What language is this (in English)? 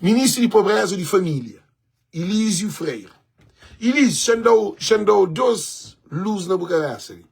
Kabuverdianu